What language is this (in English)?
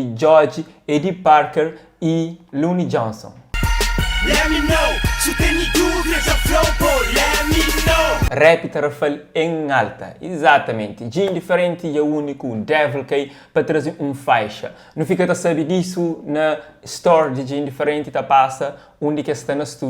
Kabuverdianu